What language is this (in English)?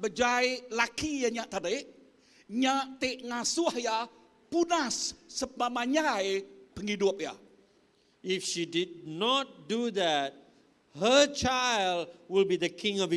Iban